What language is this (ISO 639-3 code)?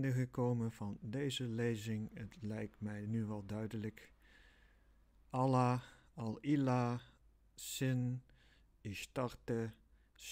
nld